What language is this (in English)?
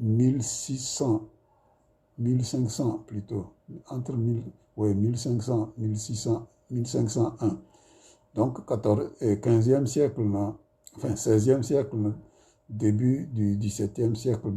Tem